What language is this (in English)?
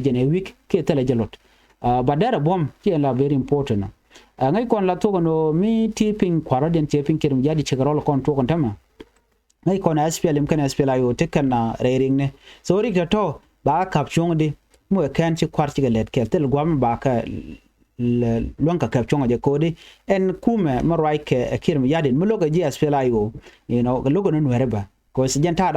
Nuer